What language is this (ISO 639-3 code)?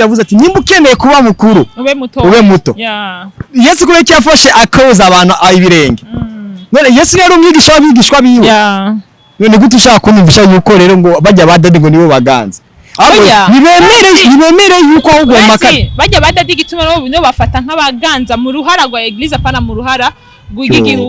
run